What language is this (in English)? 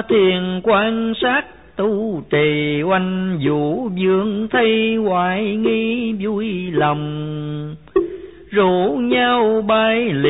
Vietnamese